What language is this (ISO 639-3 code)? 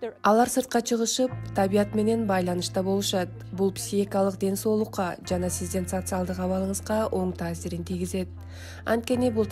kir